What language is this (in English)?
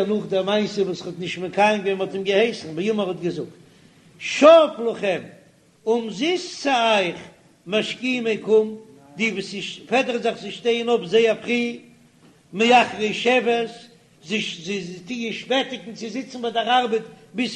Yiddish